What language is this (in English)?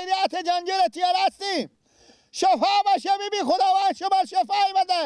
Persian